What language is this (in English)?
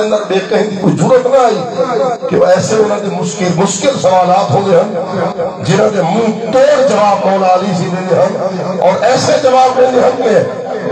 Saraiki